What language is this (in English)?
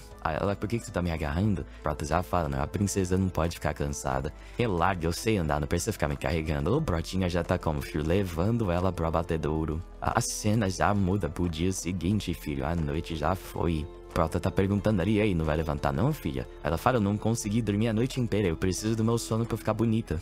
Portuguese